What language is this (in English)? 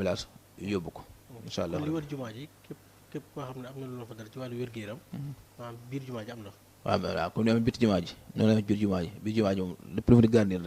Wolof